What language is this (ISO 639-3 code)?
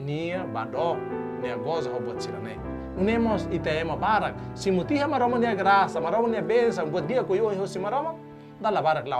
tet